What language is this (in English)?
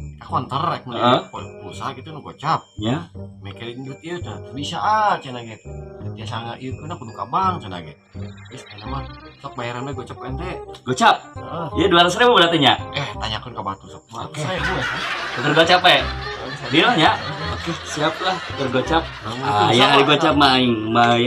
Sundanese